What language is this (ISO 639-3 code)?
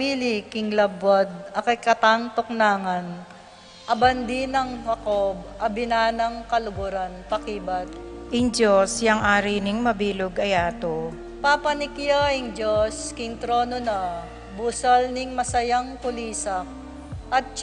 pam